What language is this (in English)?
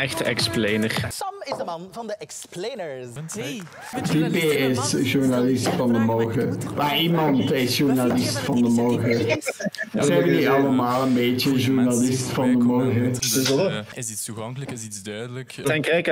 Dutch